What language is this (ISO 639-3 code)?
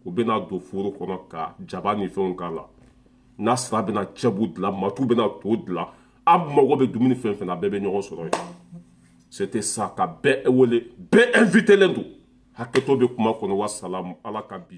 bam